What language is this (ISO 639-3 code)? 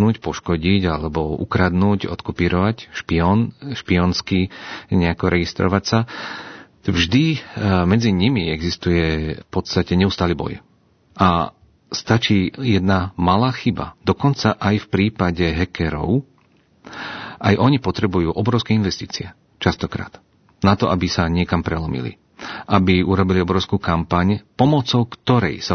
slk